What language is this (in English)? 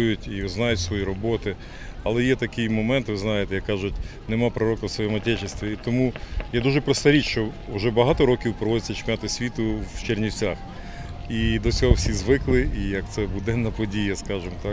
Ukrainian